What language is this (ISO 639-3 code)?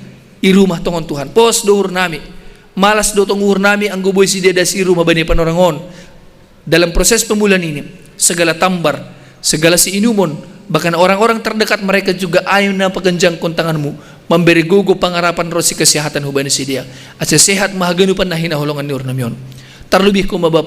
bts